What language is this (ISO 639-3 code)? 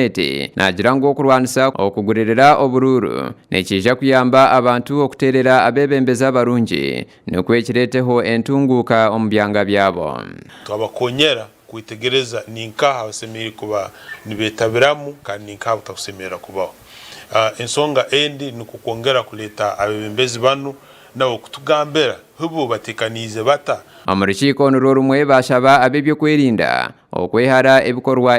nyn